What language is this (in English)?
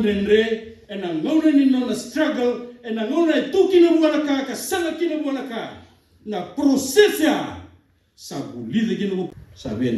Fijian